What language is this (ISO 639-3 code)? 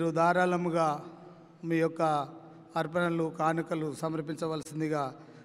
tel